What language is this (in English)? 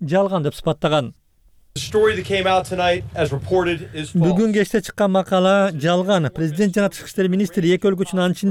Kyrgyz